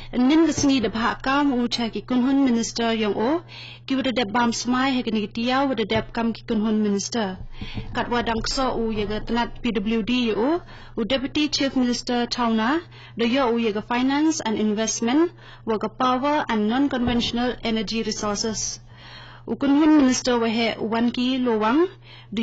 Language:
Khasi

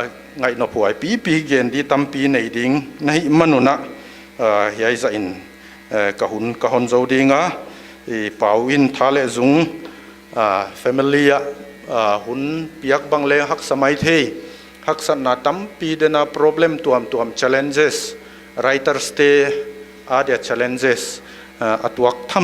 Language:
Paite Chin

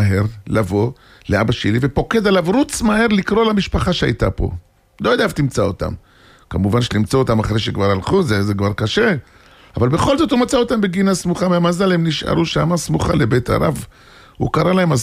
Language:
Hebrew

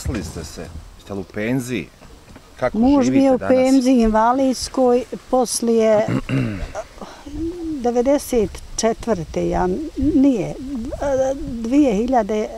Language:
Bosnian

